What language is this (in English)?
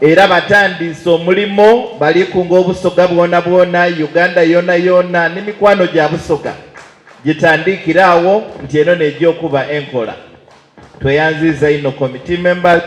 Soga